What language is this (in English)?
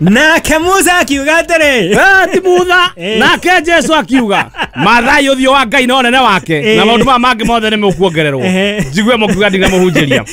Kikuyu